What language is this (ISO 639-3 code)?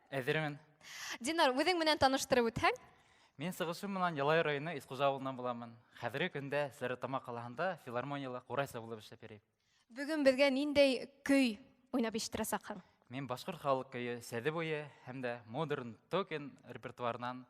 bak